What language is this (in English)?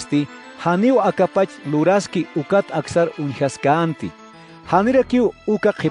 Aymara